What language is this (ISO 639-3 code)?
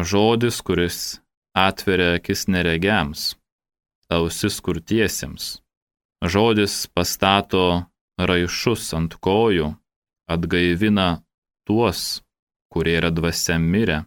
lit